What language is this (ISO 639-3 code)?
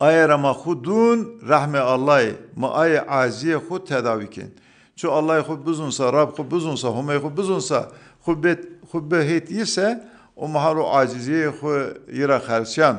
zza